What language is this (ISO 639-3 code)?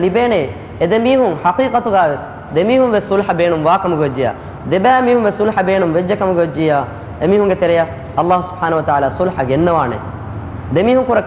div